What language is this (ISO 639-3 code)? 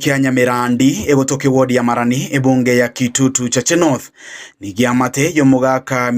guz